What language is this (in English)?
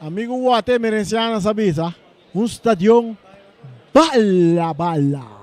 Papiamento